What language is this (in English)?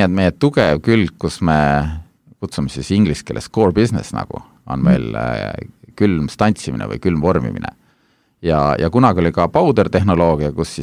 Estonian